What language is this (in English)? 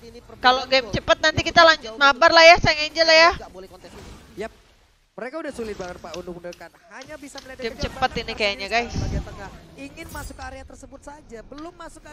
Indonesian